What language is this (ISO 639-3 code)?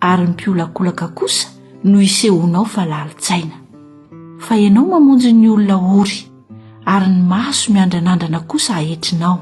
mlg